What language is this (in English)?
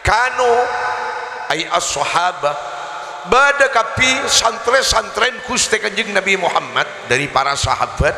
Madurese